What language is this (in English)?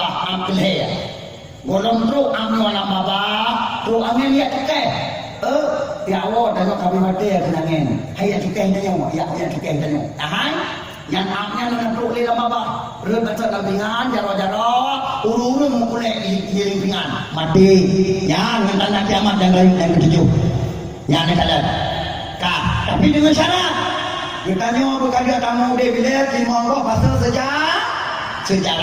Achinese